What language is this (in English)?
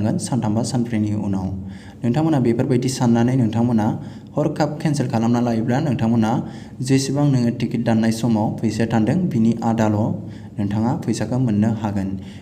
Bodo